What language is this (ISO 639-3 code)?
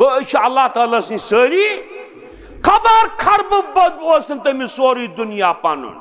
kas